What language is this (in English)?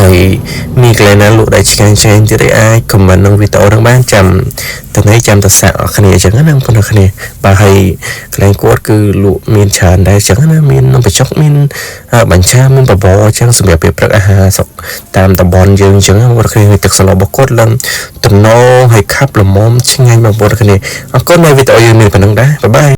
Khmer